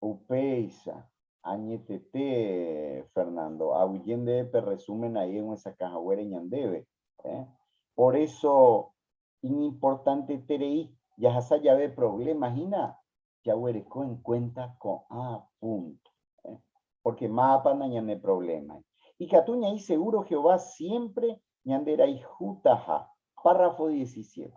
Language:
Guarani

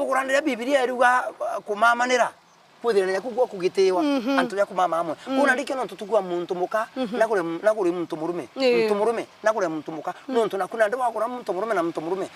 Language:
Meru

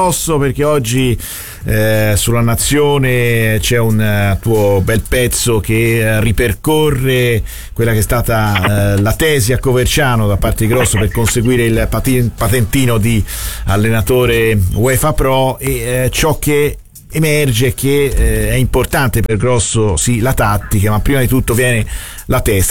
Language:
Italian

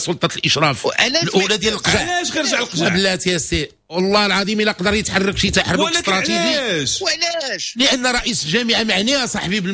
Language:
Moroccan Arabic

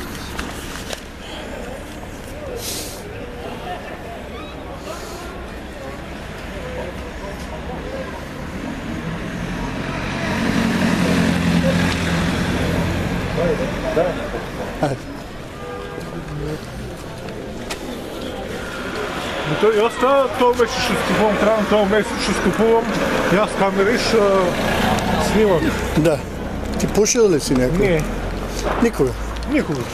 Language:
Bulgarian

